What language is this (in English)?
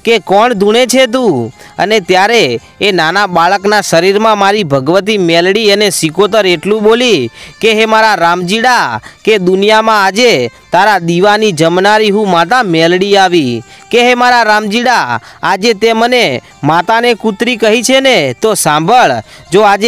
Gujarati